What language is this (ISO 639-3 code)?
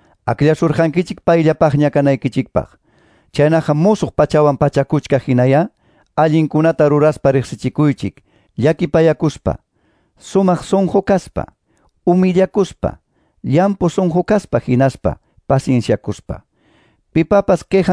que